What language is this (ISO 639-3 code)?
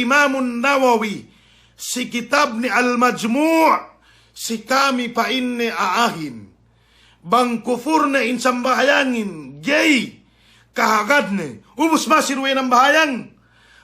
yka